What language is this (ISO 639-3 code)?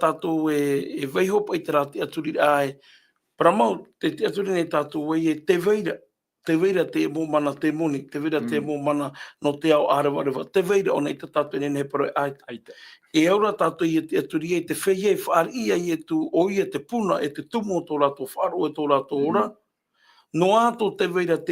tah